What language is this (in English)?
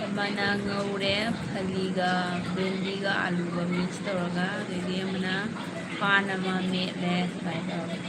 Manipuri